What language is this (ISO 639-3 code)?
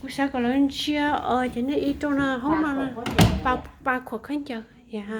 hmn